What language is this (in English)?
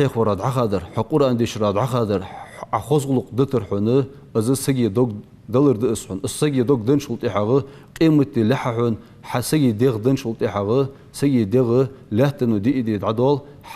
Ingush